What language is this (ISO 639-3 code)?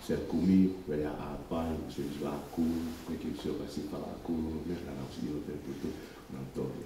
ton